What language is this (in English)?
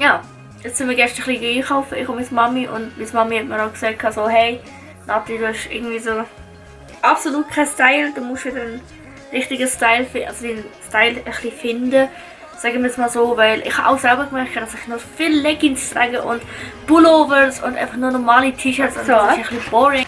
Swiss German